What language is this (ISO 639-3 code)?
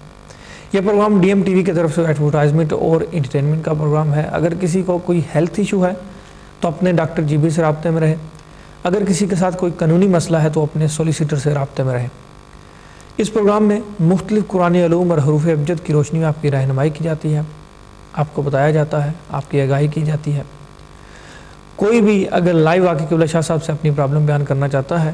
urd